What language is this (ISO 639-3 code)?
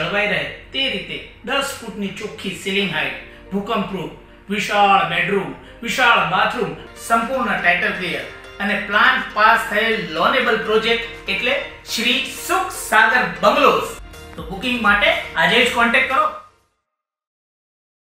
guj